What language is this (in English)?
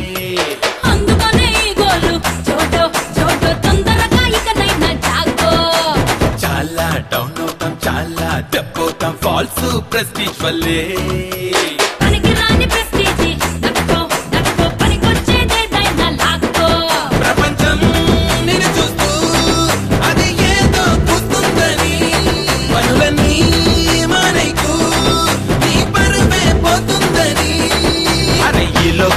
Telugu